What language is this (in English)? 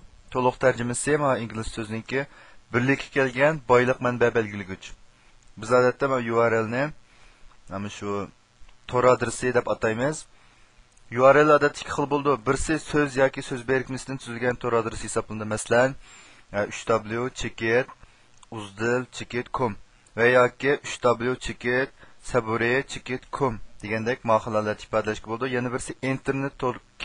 Uyghur